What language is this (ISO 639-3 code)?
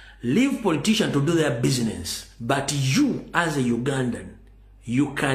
lug